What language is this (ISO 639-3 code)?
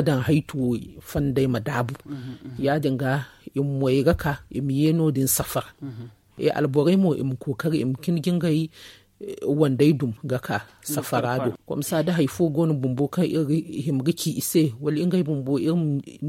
dje